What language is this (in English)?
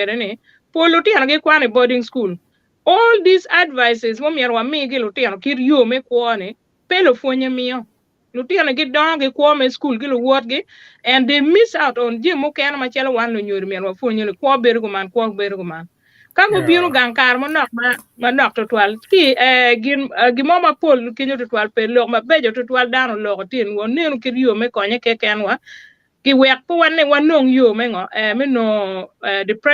Acoli